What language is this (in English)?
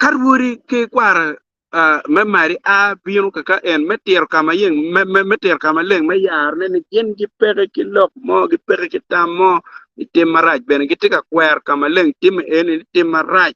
Acoli